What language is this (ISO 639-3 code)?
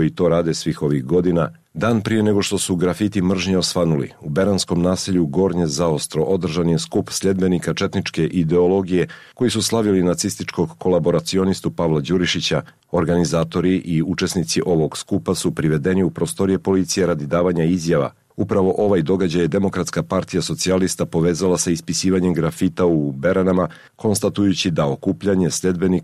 srp